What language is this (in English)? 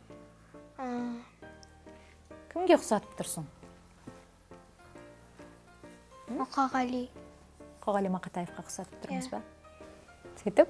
Kazakh